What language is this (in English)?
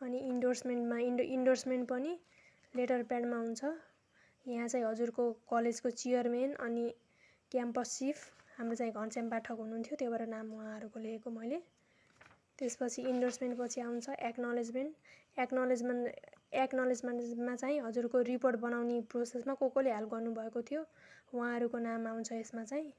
Nepali